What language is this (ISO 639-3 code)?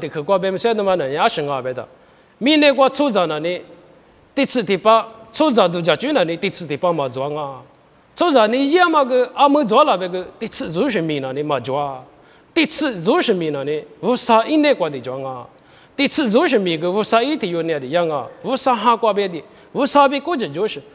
lis